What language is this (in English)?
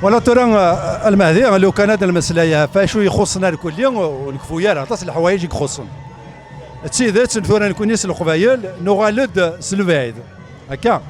Kabyle